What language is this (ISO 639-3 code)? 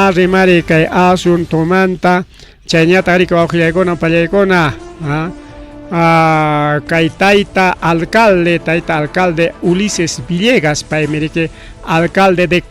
quy